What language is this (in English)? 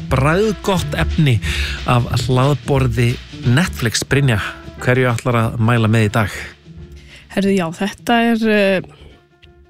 Icelandic